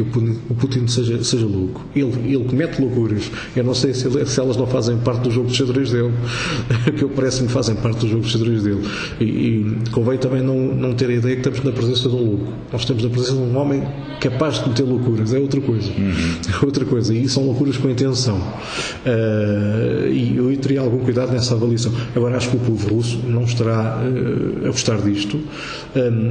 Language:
Portuguese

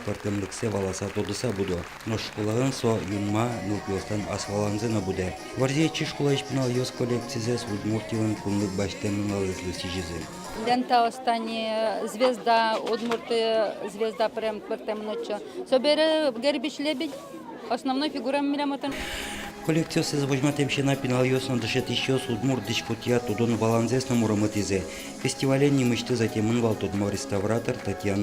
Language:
Udmurt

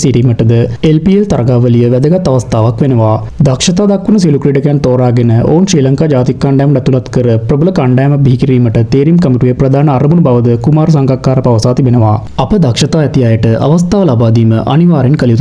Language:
Sinhala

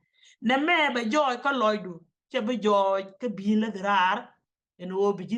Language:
Nuer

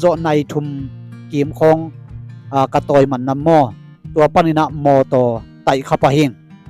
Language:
Tedim Chin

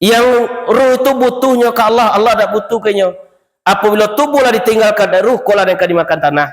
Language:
Minangkabau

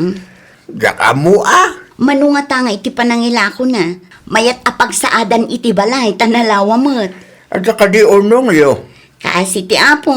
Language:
Iloko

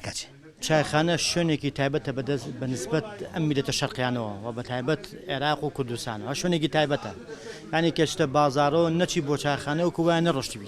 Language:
Central Kurdish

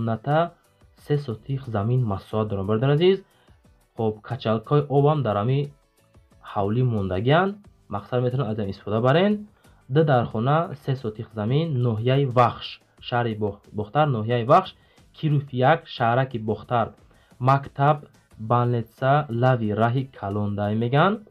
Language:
Tajik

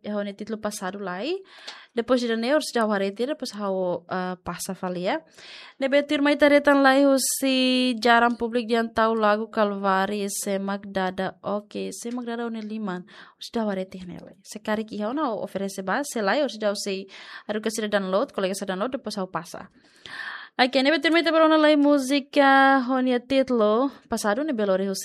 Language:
Tetum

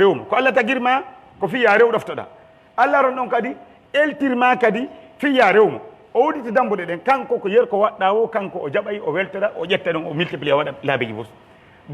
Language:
Pular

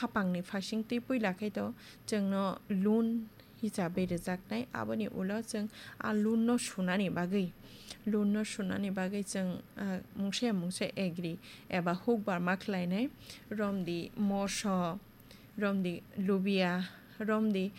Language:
Kok Borok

